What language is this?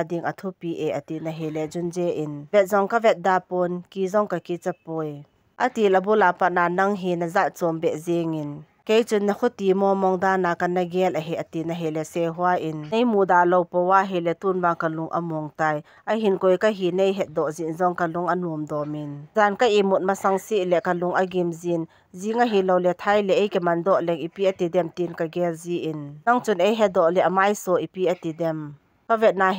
Thado Chin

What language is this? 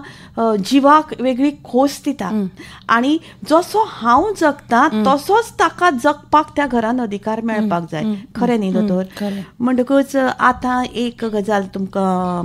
Konkani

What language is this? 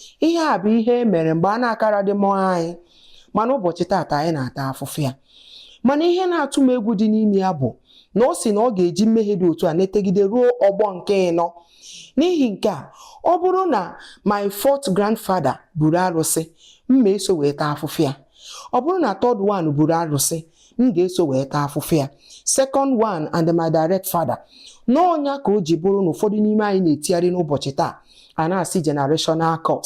Igbo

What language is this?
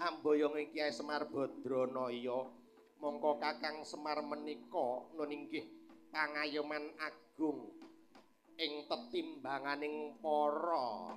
Javanese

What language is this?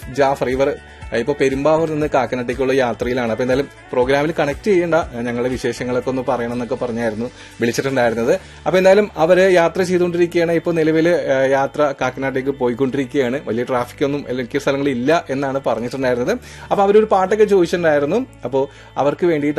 Malayalam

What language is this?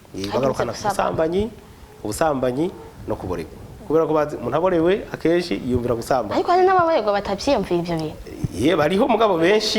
Rundi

